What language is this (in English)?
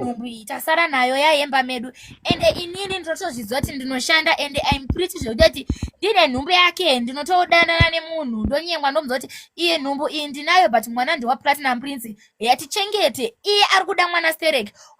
Shona